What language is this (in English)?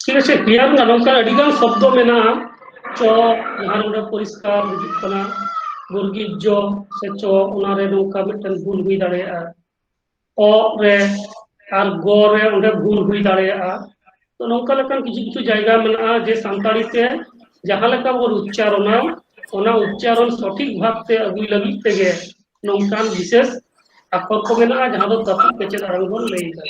Santali